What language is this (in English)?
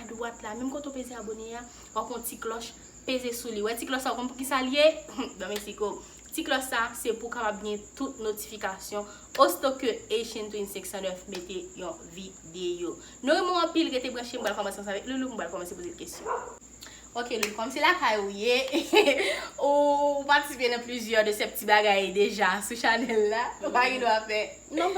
Haitian Creole